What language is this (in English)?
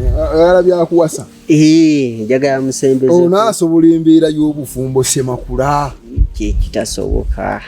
Ganda